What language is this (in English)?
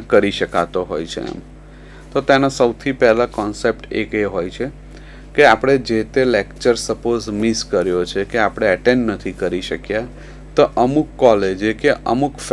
Gujarati